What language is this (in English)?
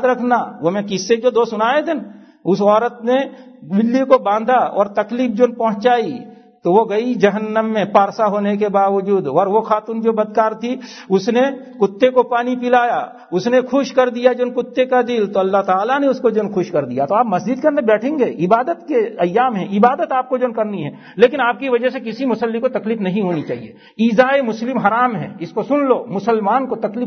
Urdu